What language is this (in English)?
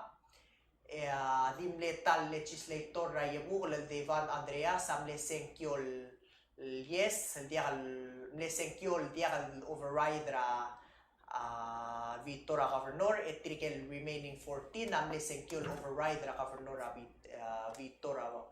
Palauan